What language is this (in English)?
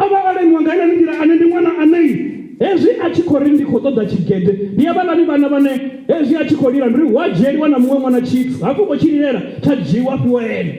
Venda